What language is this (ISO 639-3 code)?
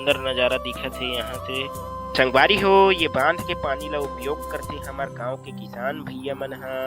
hne